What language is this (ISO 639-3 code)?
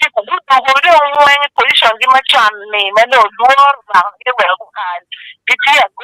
ach